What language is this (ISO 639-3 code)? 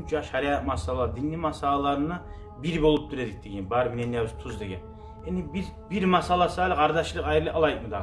kum